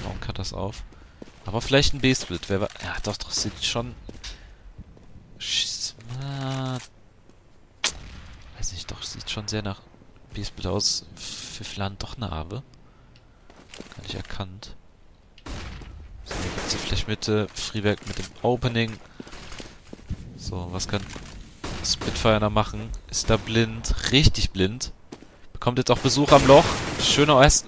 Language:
German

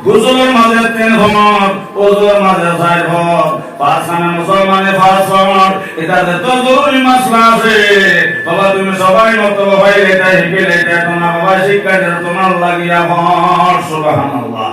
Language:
Sylheti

